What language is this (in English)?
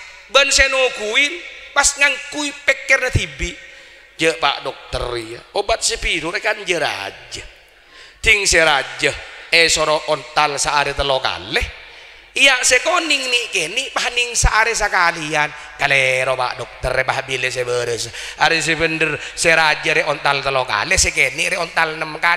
Madurese